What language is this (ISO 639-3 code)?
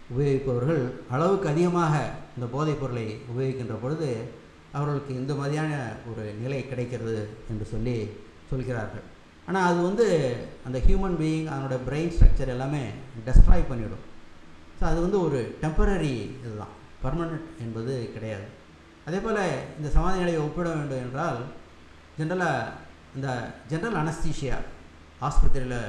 tam